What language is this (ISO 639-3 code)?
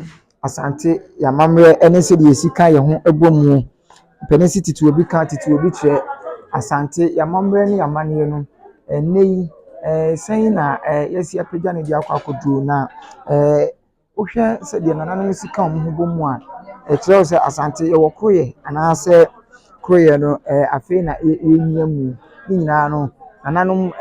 aka